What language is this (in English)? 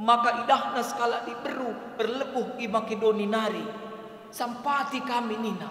Batak Karo